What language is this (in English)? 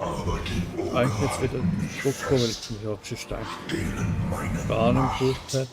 Swiss German